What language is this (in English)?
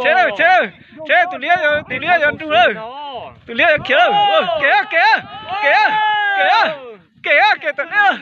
Hmong